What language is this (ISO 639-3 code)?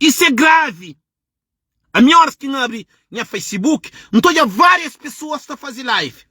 kea